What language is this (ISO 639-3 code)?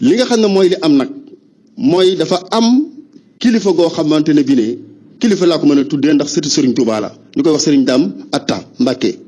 wol